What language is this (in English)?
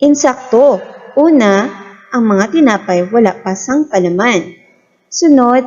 Hiligaynon